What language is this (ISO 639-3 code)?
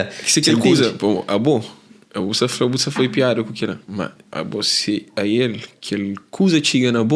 kea